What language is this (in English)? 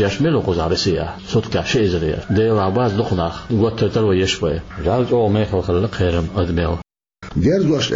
Chechen